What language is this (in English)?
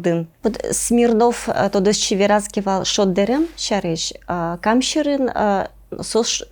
Udmurt